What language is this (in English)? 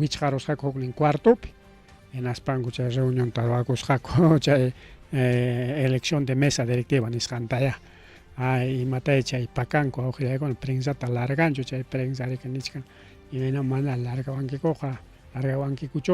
Ayacucho Quechua